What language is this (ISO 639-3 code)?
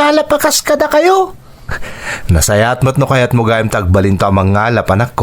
ilo